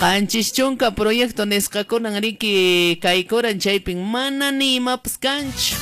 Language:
Quechua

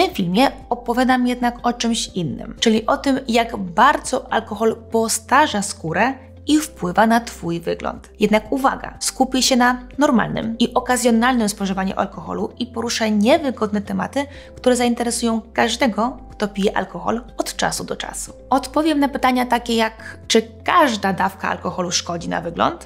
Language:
Polish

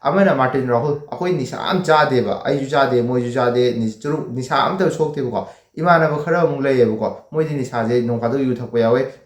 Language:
Manipuri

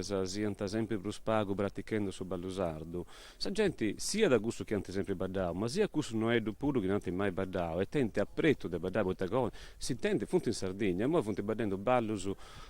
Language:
Sardinian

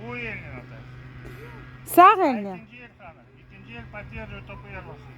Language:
Crimean Tatar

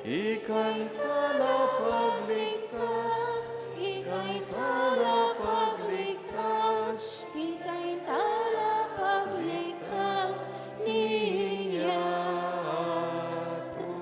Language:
Pampanga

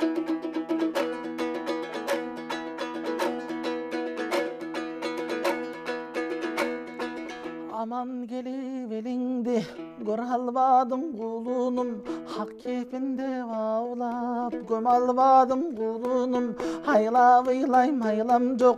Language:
Kyrgyz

